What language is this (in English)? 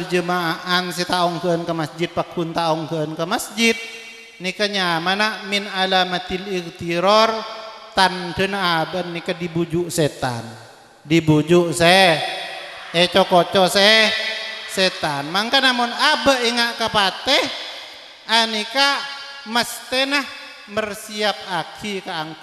Madurese